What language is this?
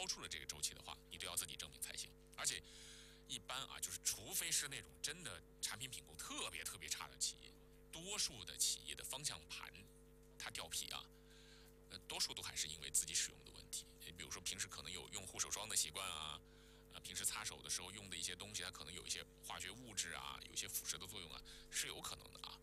Chinese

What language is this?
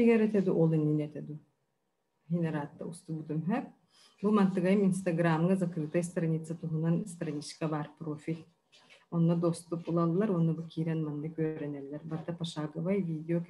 Yakut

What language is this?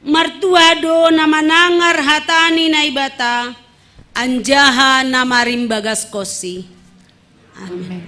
Batak Simalungun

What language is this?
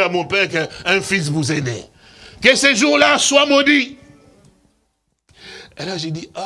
French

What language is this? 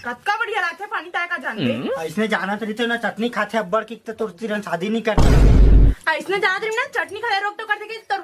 Chhattisgarhi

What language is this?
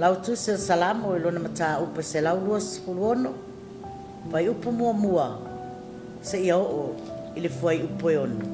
Samoan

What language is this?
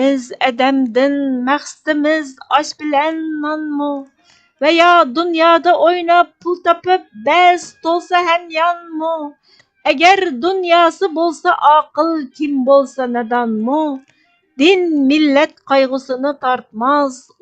Uyghur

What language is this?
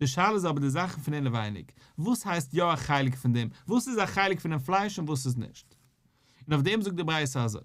Yiddish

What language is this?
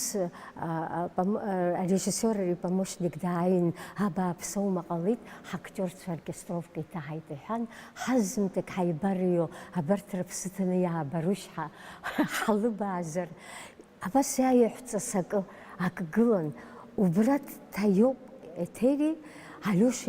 Abkhazian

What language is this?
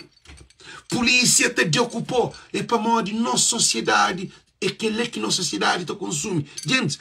Kabuverdianu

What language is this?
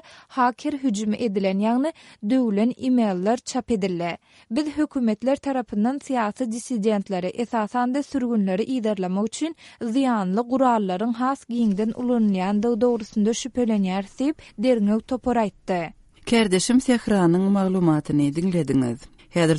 Turkmen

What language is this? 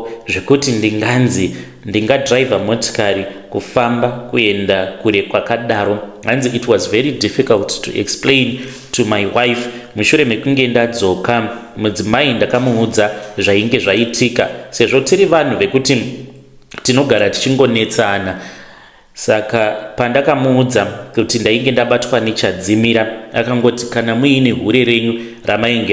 Shona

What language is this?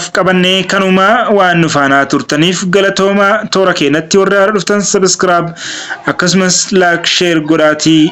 Oromo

